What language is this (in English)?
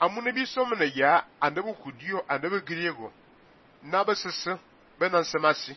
Fang